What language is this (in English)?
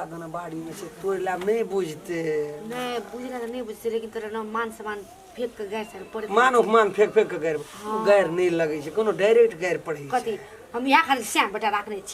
Maithili